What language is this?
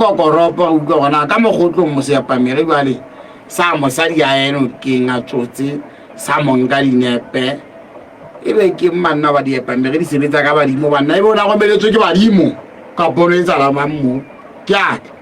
Southern Sotho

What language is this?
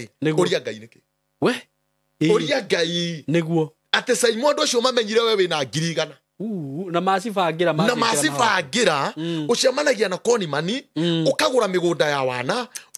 Kikuyu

